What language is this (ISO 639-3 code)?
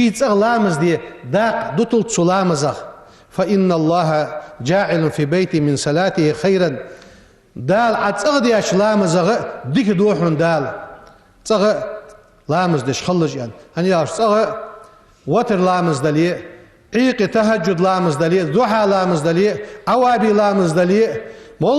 inh